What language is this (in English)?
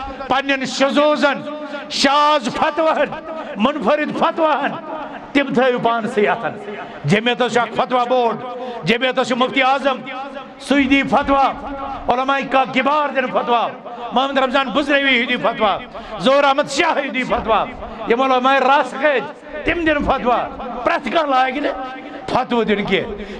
Kashmiri